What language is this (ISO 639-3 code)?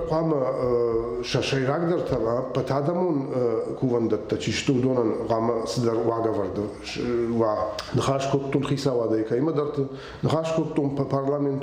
oss